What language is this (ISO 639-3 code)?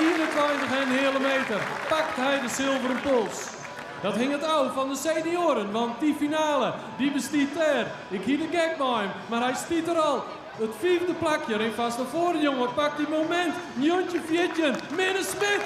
fry